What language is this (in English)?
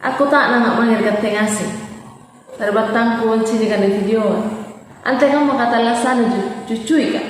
Makasar